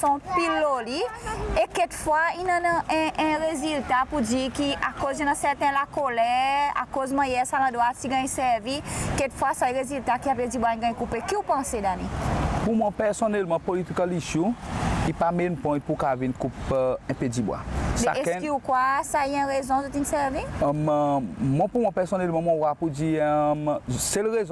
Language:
Seselwa Creole French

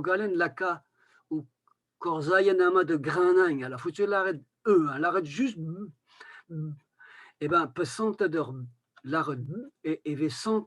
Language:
Breton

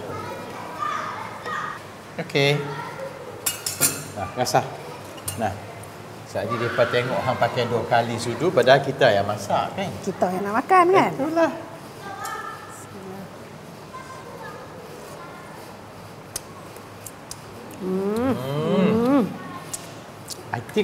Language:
Malay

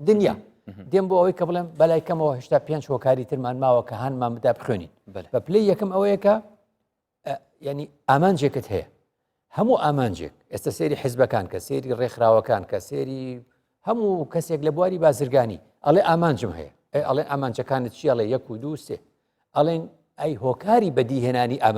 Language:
Central Kurdish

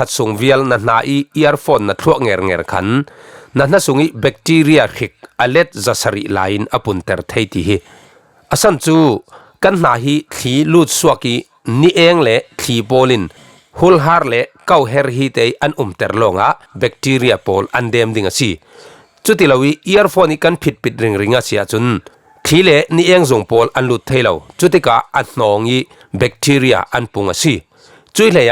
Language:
Falam Chin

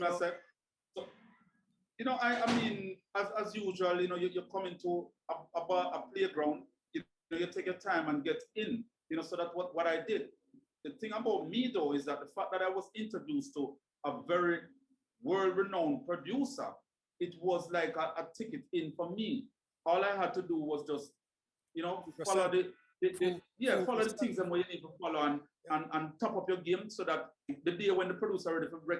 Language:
Jamaican Creole English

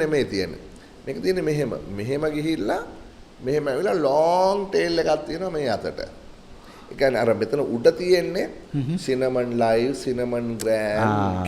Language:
Sinhala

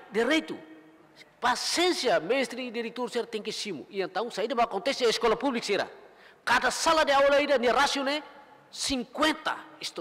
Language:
Tetum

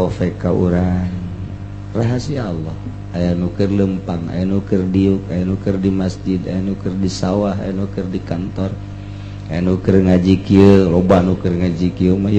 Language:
Sundanese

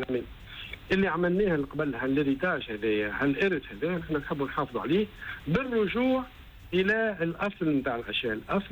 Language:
Tunisian Arabic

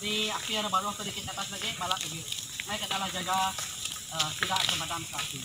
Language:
Iban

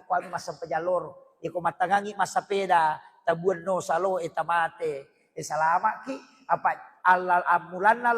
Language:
Buginese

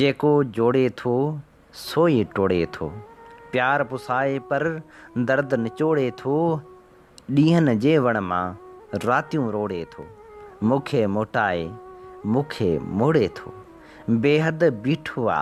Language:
Sindhi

